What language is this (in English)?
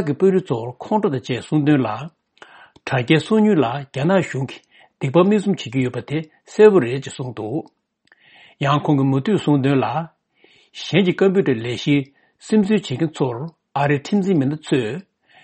Tibetan